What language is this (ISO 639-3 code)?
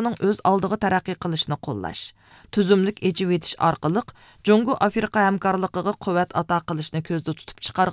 uig